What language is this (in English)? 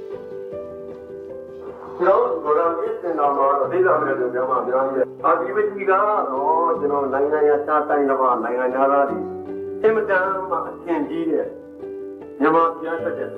Burmese